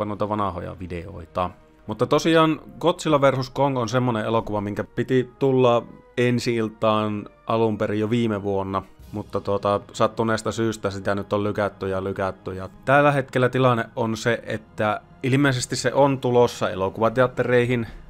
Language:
Finnish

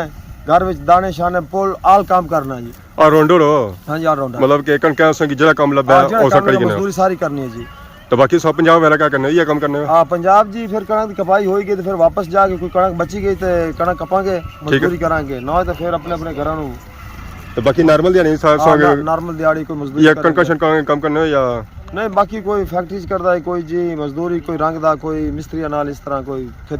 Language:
Pahari-Potwari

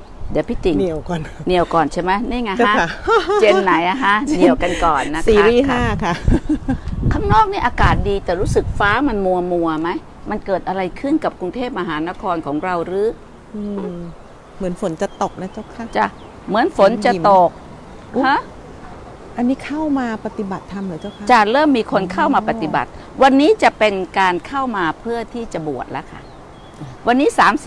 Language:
Thai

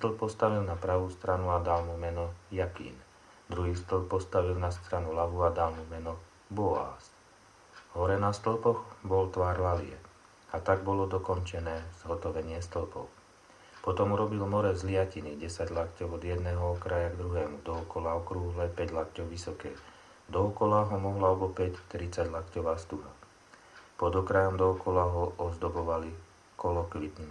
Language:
Slovak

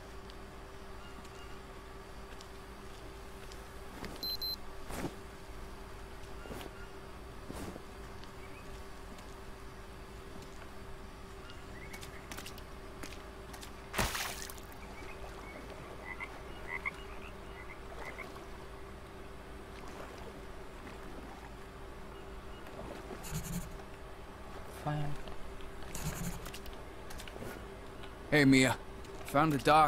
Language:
Indonesian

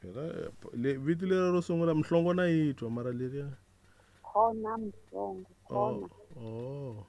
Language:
Tsonga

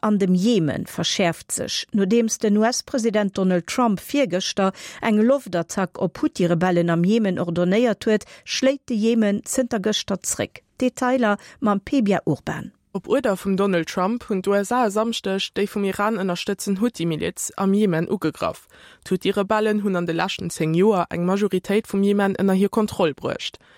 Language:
Luxembourgish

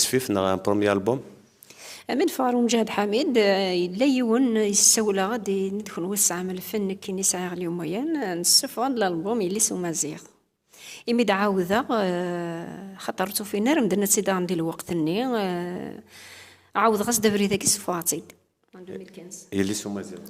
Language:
Kabyle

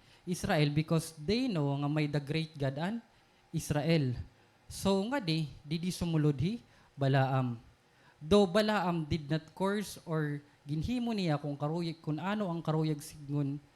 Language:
Waray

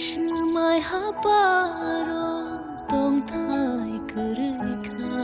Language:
Kok Borok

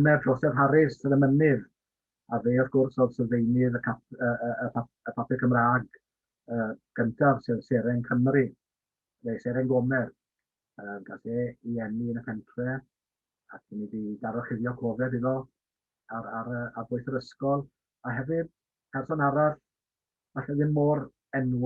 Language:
Welsh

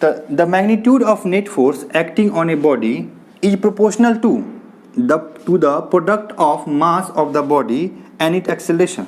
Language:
Maithili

